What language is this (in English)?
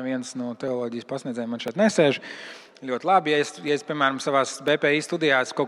Latvian